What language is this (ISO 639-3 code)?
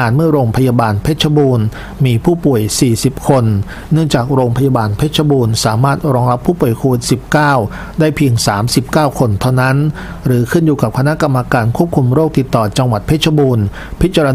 tha